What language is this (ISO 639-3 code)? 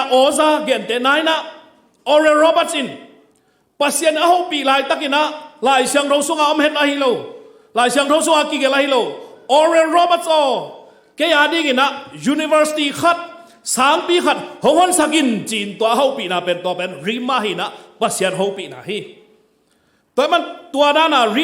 ctd